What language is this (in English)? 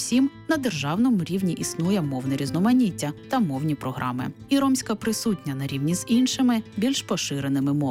Ukrainian